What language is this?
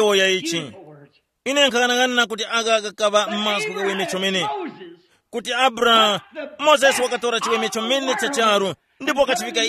Tumbuka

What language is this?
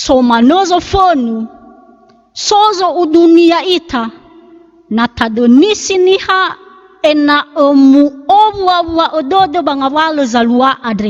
Nias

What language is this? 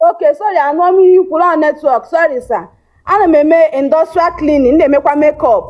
Igbo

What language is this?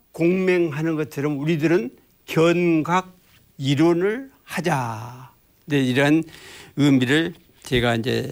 Korean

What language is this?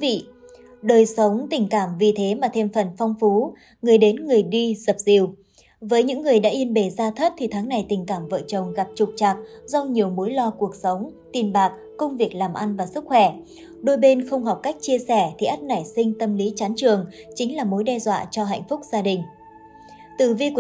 Vietnamese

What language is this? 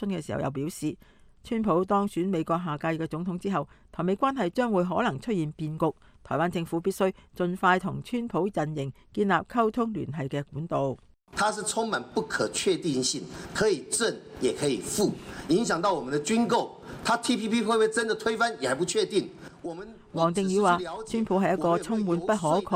Cantonese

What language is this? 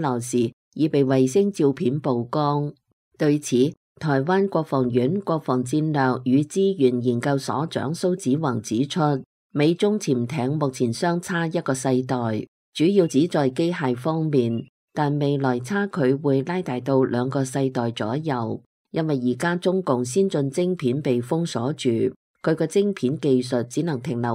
Cantonese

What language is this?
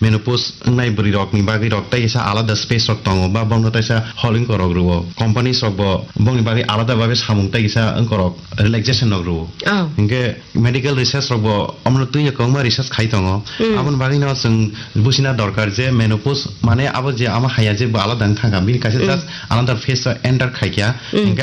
Kok Borok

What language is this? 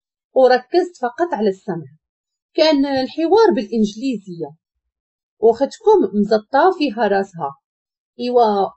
Moroccan Arabic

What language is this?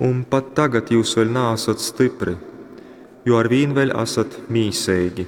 Latgalian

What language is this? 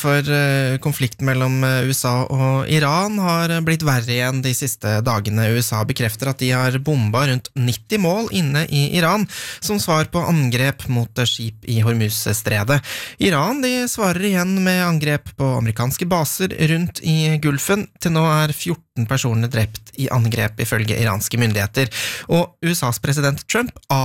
Norwegian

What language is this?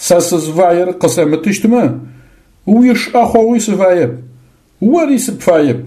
Adyghe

